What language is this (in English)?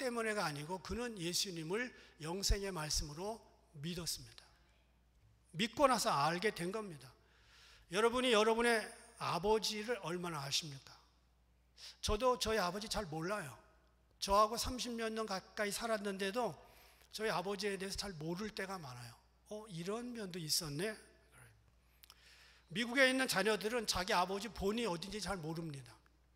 Korean